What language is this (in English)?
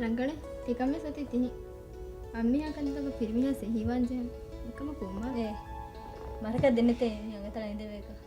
Divehi